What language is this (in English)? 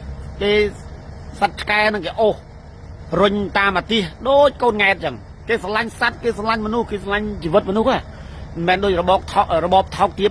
Khmer